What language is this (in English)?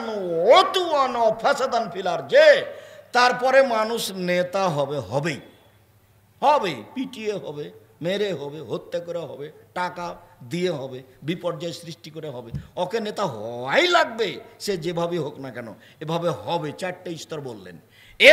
Bangla